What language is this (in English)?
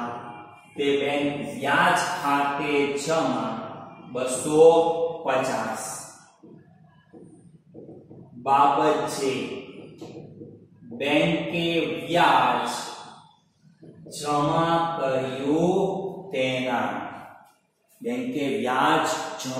Gujarati